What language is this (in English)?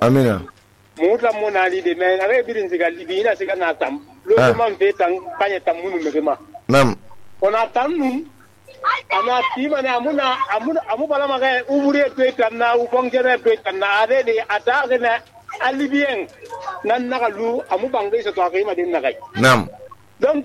Susu